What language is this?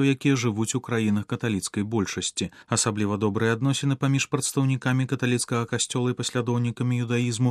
Belarusian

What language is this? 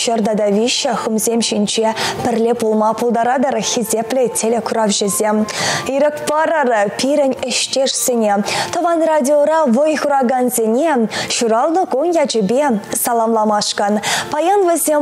Chuvash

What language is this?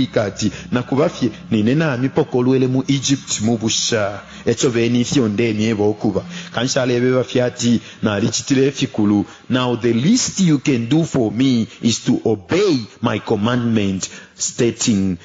Bemba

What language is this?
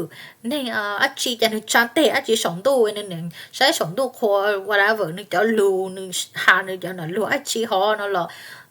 Hmong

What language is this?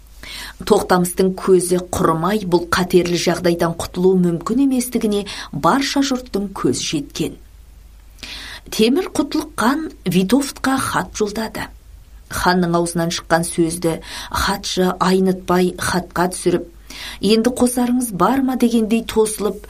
Kazakh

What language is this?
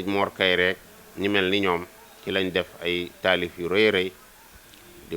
Wolof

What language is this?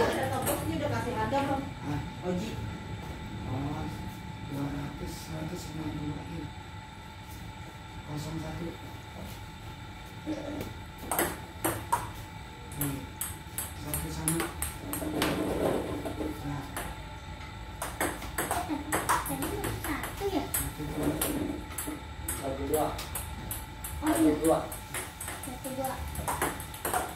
Indonesian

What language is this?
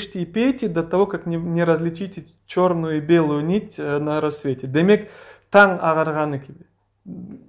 Crimean Tatar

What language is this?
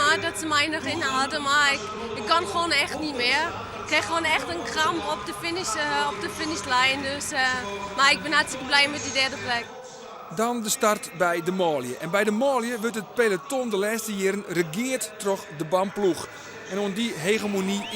Western Frisian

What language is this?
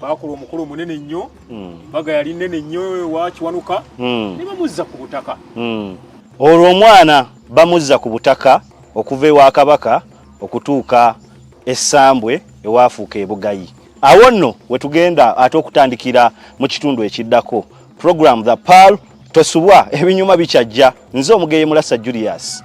Ganda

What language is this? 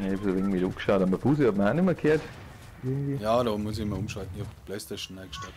Bavarian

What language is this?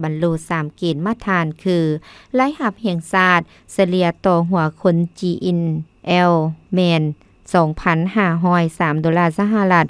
Lao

